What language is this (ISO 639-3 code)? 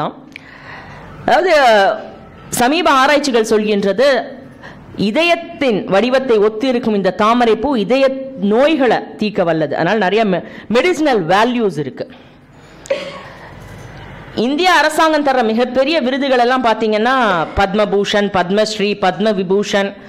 tam